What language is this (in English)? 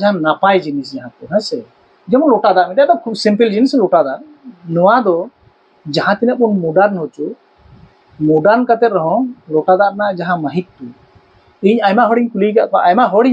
Santali